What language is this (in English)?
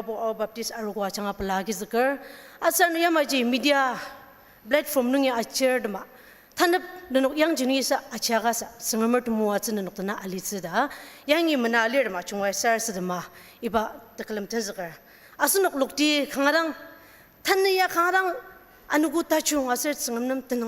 Ao Naga